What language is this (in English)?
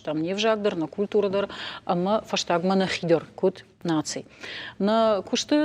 Ossetic